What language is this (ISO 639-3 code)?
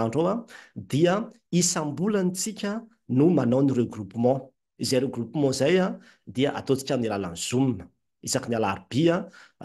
mlg